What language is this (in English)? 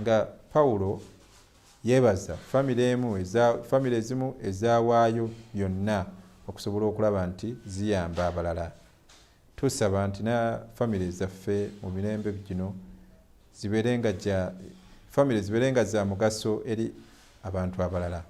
Ganda